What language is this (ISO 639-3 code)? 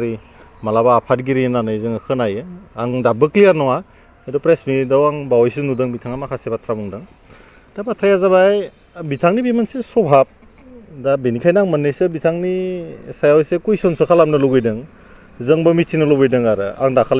brx